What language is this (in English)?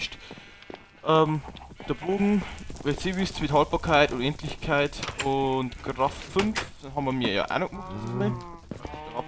Bavarian